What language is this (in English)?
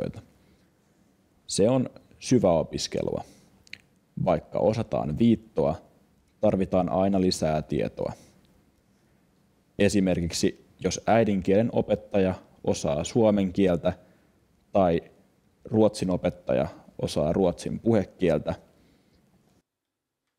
Finnish